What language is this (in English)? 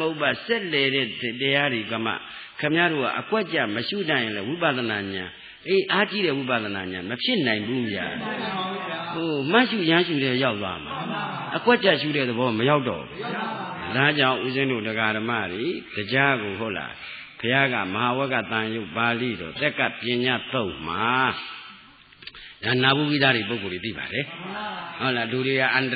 Burmese